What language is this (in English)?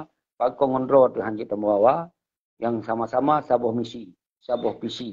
Achinese